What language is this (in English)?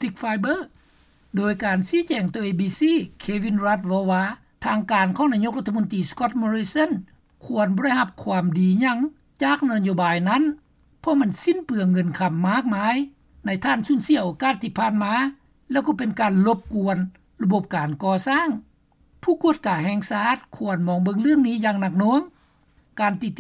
Lao